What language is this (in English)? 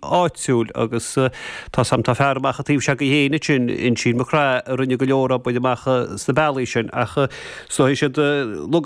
Irish